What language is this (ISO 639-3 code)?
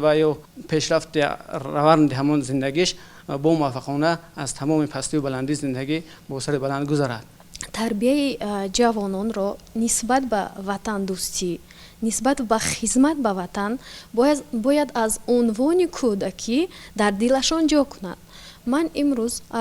tgk